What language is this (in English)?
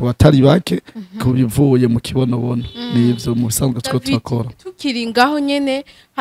Rundi